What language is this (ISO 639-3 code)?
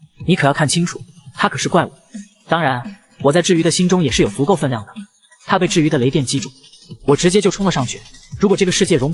zho